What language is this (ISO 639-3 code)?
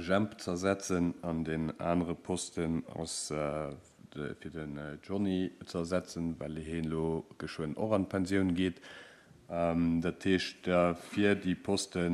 ltz